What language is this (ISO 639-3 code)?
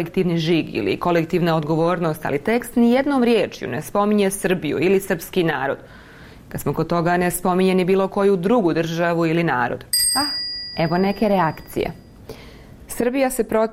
bos